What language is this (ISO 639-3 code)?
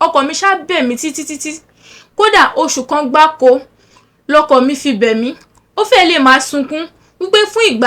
yor